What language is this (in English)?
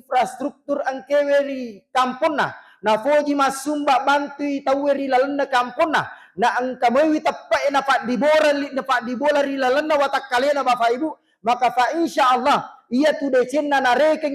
Buginese